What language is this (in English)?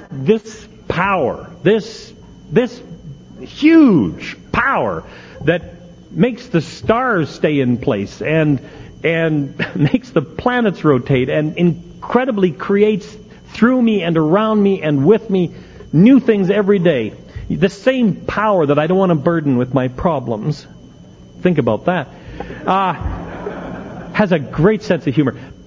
English